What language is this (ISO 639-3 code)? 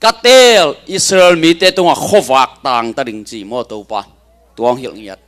ctd